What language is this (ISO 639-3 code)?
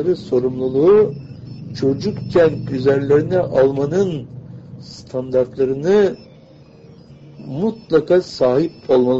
tur